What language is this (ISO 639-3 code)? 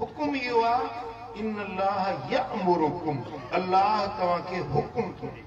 snd